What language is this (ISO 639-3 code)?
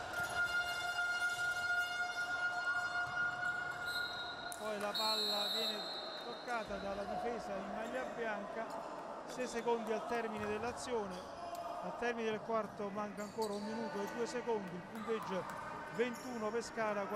ita